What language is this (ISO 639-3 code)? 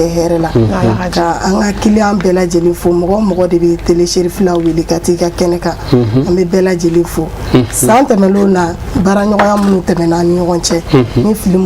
bam